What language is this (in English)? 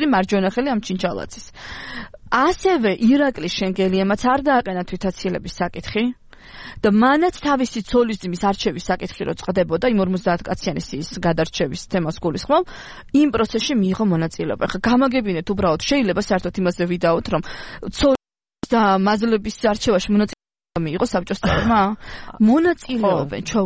Georgian